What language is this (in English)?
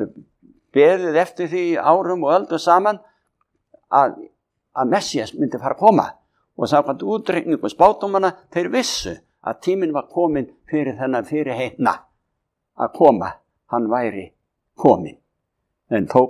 Icelandic